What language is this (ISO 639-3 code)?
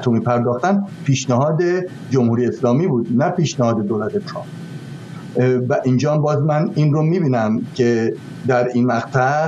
fas